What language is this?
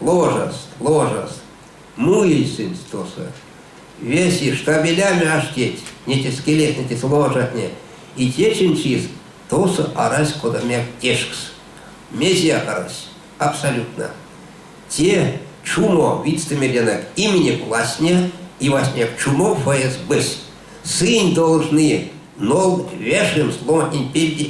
Erzya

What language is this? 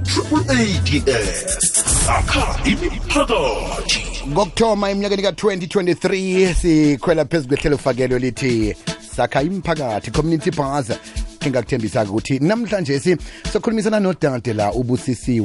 Xhosa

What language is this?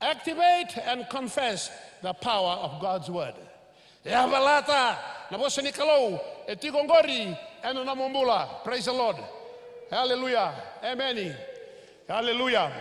Fijian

